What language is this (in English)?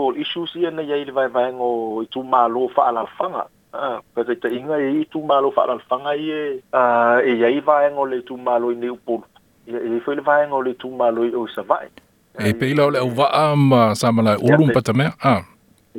Samoan